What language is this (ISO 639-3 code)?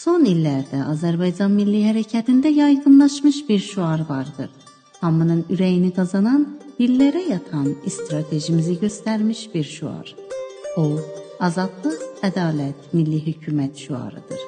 azb